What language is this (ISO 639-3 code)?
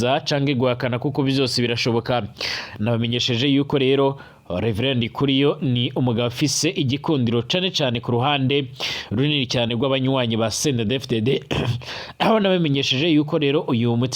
run